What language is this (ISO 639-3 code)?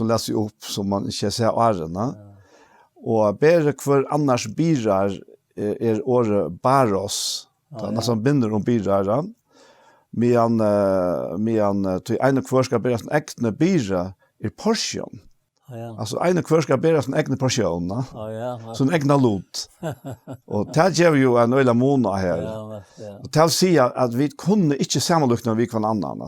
fao